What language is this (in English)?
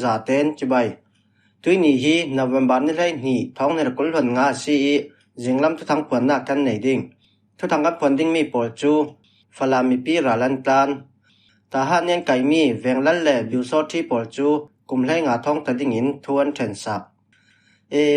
Falam Chin